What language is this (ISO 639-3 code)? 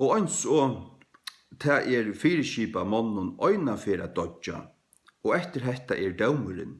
fao